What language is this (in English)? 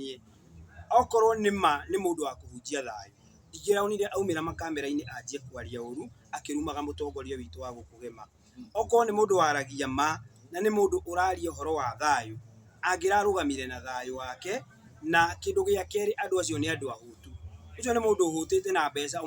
Kikuyu